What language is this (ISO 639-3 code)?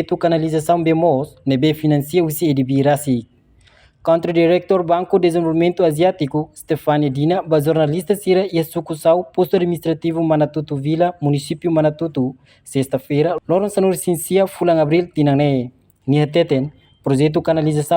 tet